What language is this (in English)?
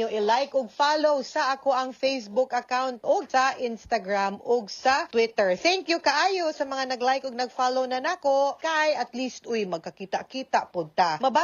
Cebuano